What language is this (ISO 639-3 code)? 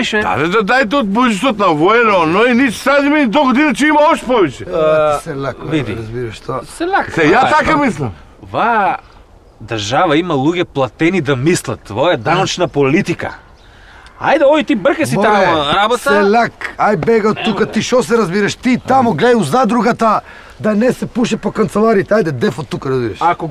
mkd